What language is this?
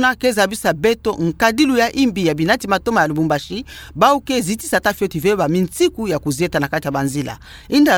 Kituba (Democratic Republic of Congo)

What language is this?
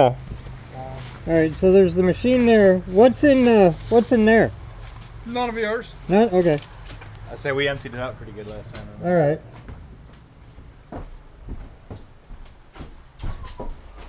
English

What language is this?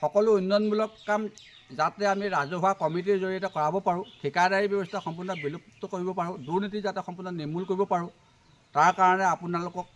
Assamese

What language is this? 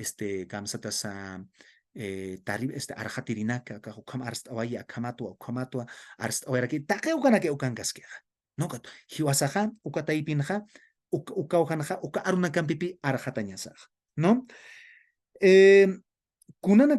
Aymara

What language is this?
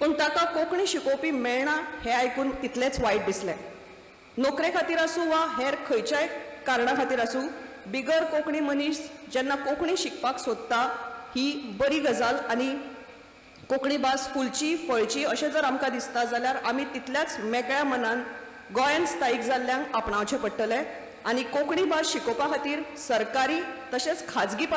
Konkani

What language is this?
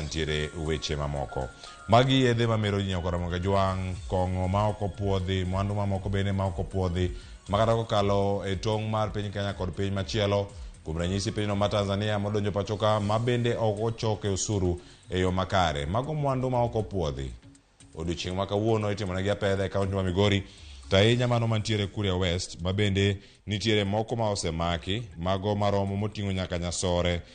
Luo (Kenya and Tanzania)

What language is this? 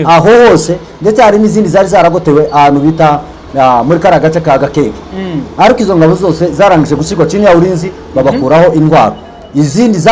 Kinyarwanda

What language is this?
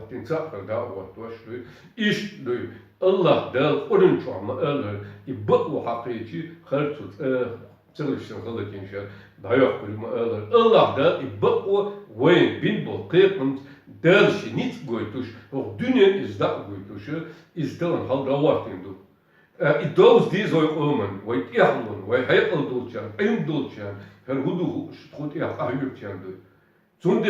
Chechen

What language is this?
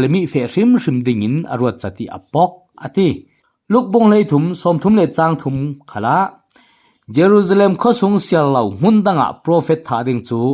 Falam Chin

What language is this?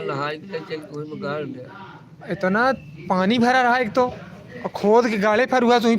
Awadhi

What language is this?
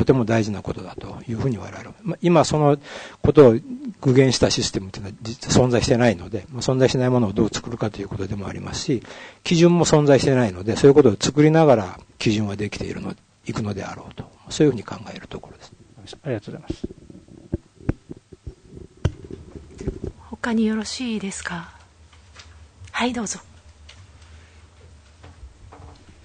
Japanese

